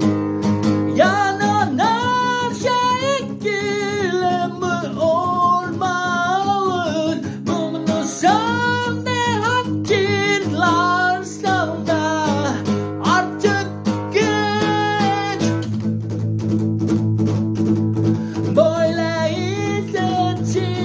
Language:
Turkish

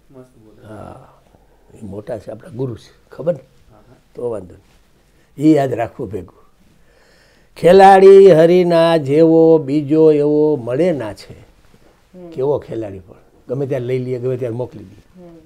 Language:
Gujarati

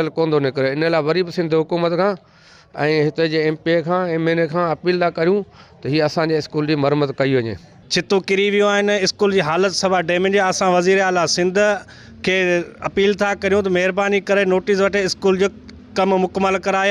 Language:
Sindhi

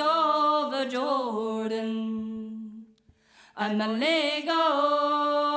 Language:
Breton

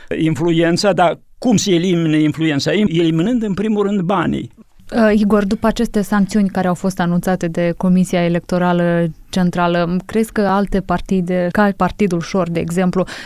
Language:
Romanian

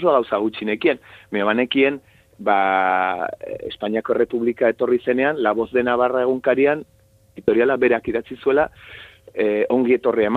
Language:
Basque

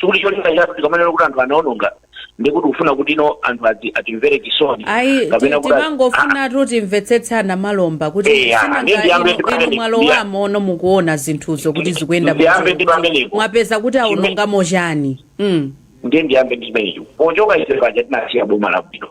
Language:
Nyanja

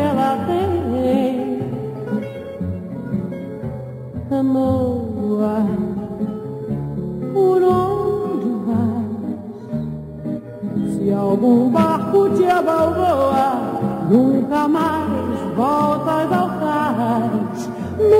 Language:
Portuguese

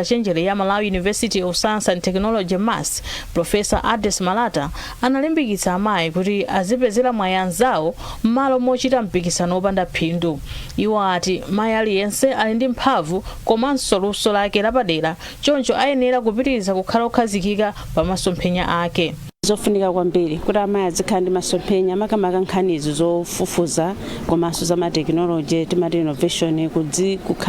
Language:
Nyanja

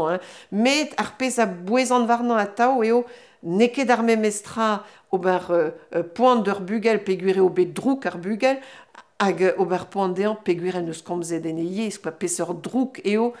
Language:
Breton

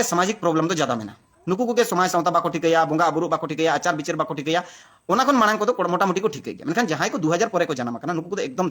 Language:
Santali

